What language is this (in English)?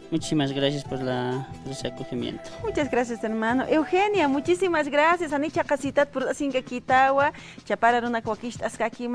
Aymara